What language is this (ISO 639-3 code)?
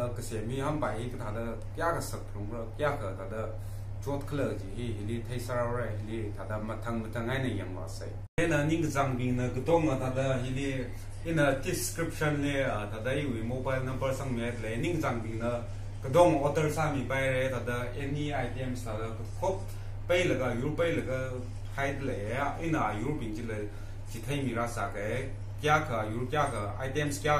nmf